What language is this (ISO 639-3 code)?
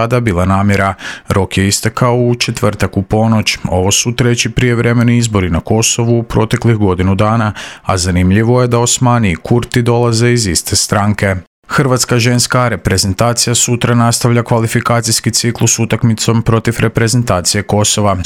hrv